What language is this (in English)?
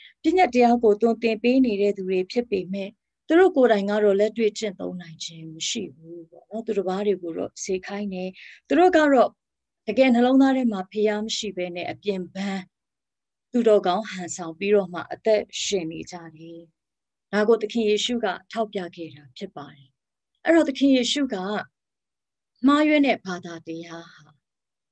Burmese